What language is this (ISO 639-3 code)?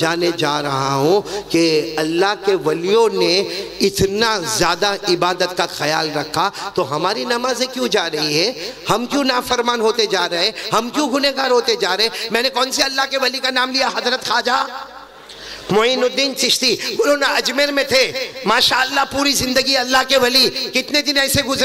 urd